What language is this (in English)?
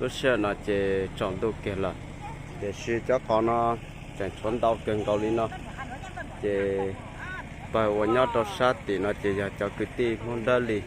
Hmong